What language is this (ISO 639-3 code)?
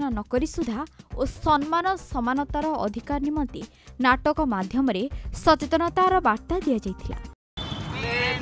ori